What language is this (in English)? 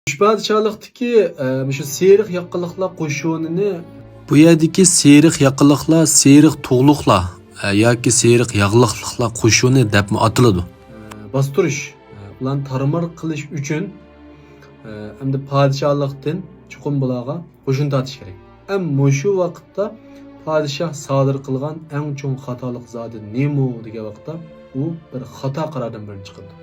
Uyghur